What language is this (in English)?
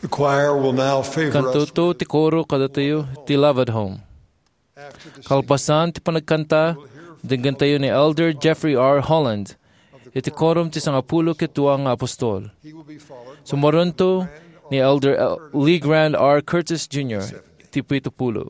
Iloko